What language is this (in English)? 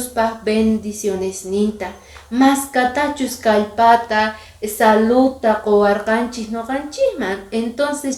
Quechua